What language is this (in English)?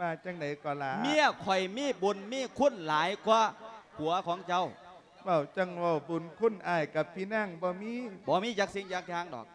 Lao